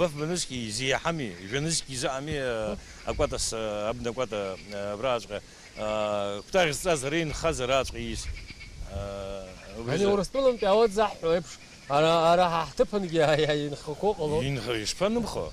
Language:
Abkhazian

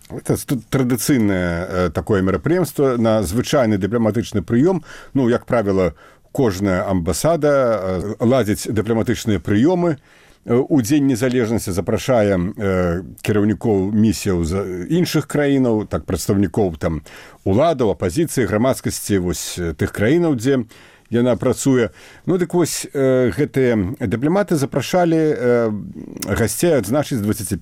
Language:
Belarusian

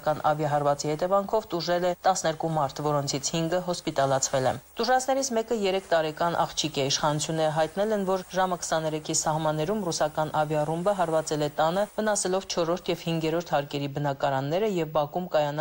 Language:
Armenian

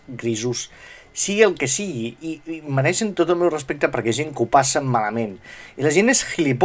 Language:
Catalan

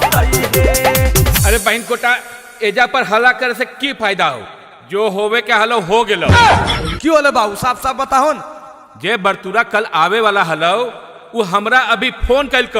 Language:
Magahi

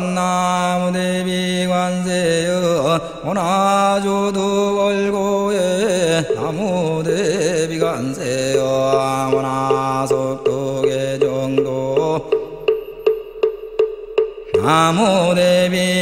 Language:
Korean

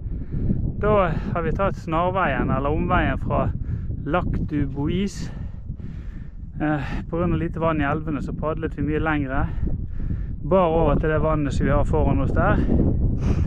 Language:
Norwegian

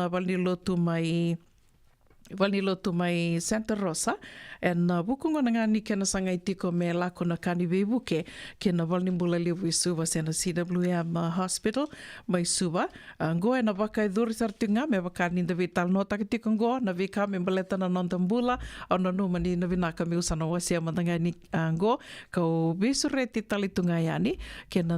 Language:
Fijian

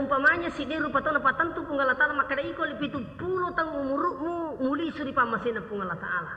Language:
Buginese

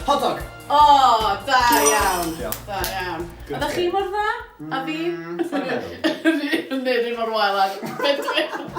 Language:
Welsh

